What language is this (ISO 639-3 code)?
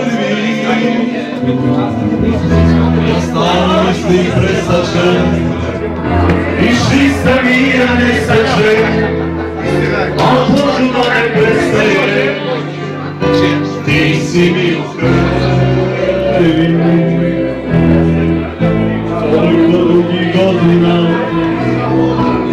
hrv